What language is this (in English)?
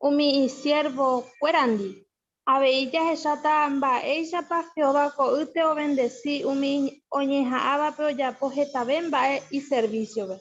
Guarani